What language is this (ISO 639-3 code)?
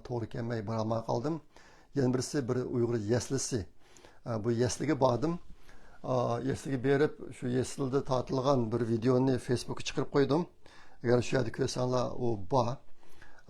uig